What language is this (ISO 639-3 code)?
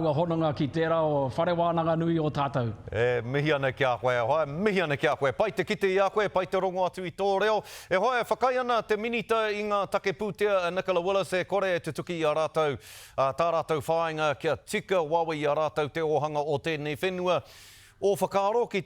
mri